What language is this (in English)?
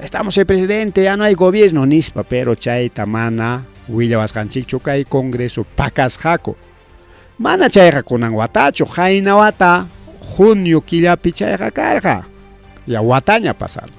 Ayacucho Quechua